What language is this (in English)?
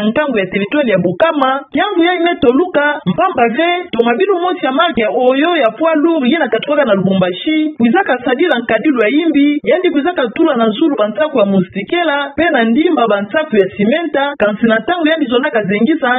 Kituba (Democratic Republic of Congo)